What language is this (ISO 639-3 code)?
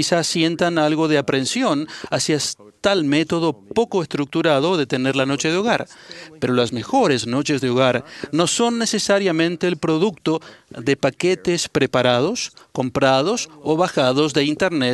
spa